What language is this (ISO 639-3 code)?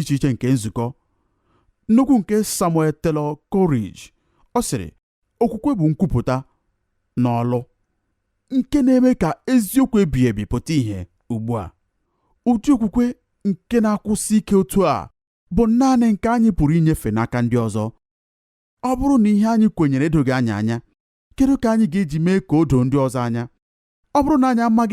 ibo